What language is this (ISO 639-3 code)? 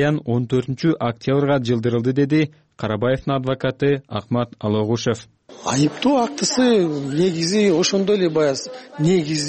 kir